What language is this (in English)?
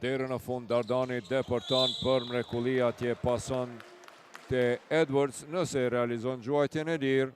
Albanian